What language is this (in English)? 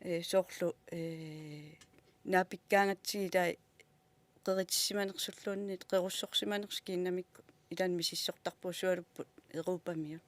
Kalaallisut